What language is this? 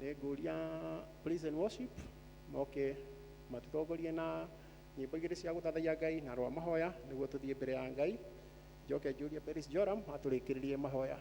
Kikuyu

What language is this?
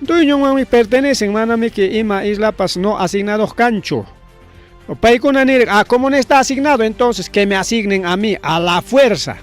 Ayacucho Quechua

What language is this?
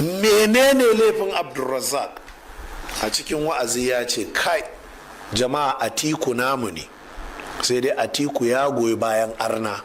Hausa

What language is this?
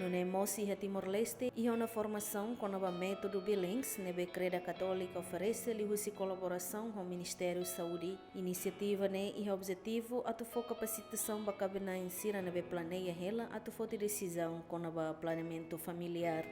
Tetum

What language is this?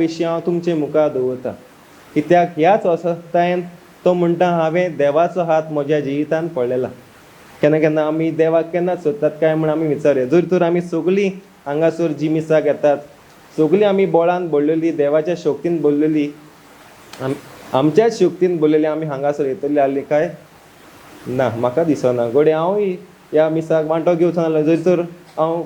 Konkani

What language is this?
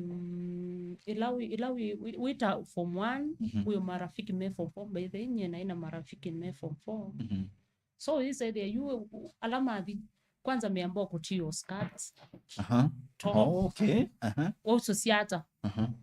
Kamba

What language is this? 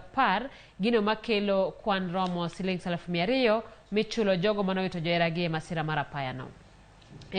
Luo (Kenya and Tanzania)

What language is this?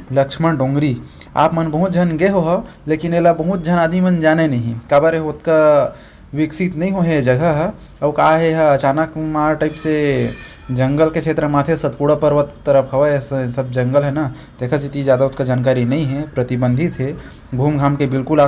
Chhattisgarhi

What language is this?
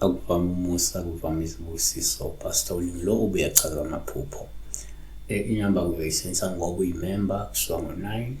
Zulu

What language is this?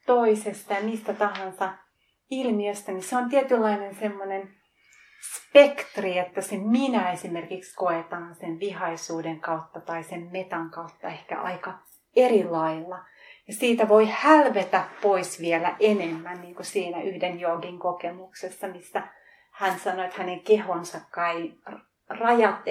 Finnish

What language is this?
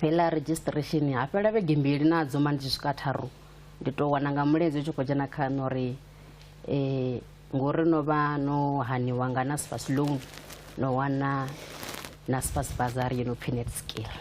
Venda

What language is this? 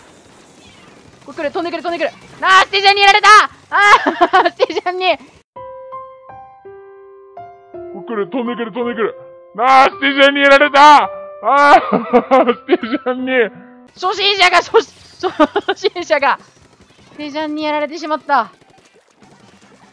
Japanese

